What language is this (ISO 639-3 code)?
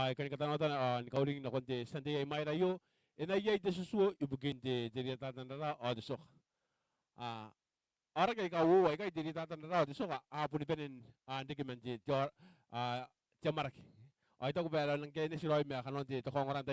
gil